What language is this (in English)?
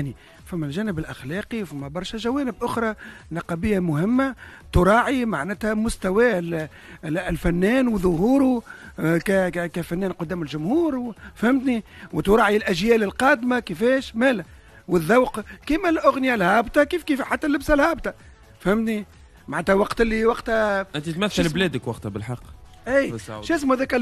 Tunisian Arabic